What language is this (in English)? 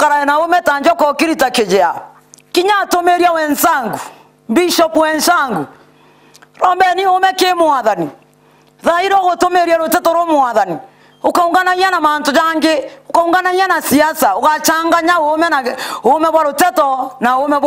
Meru